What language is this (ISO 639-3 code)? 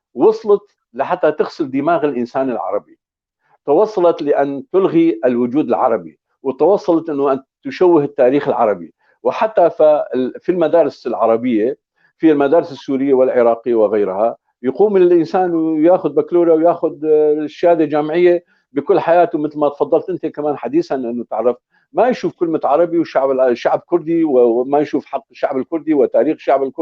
apc